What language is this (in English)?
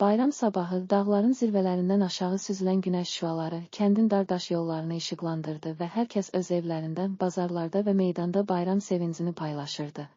Azerbaijani